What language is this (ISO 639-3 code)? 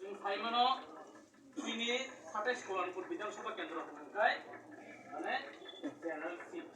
trp